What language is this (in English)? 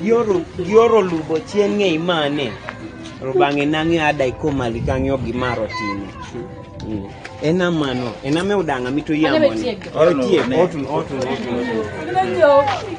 Kumam